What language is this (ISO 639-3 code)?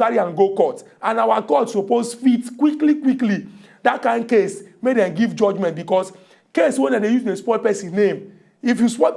pcm